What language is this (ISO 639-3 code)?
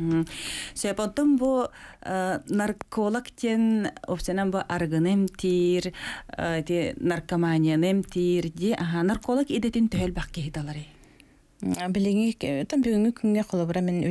sah